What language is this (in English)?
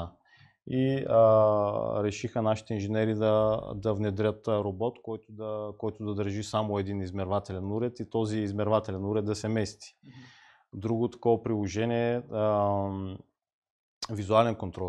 Bulgarian